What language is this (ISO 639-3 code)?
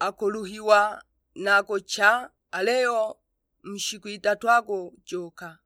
suk